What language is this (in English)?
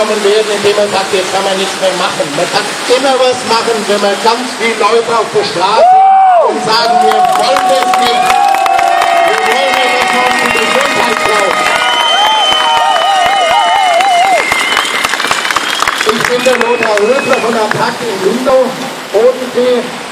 German